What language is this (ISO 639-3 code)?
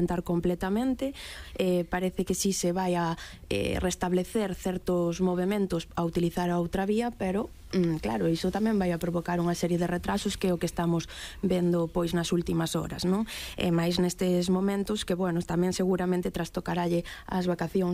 glg